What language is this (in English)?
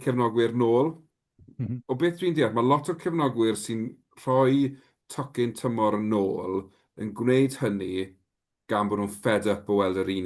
Welsh